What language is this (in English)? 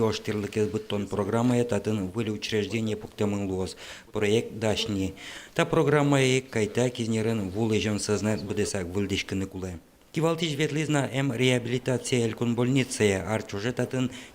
Udmurt